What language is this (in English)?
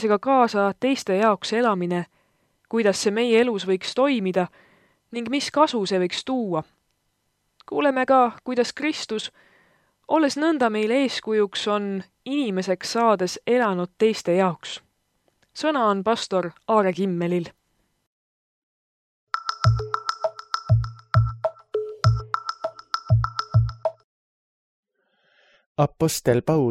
Estonian